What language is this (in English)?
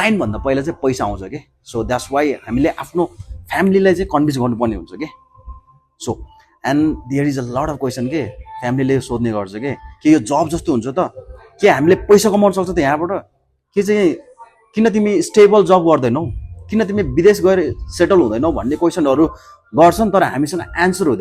Nepali